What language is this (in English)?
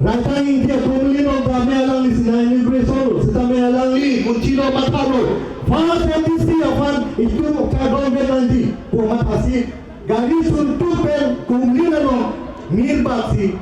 Karbi